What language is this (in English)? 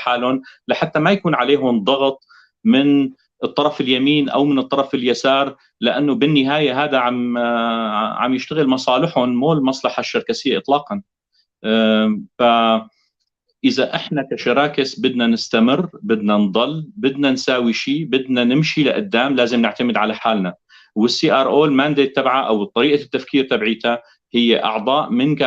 North Levantine Arabic